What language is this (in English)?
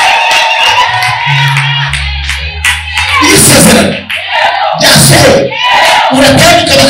Kinyarwanda